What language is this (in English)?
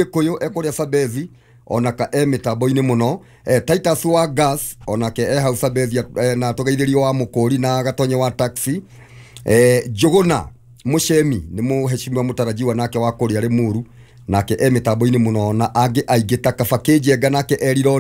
Kikuyu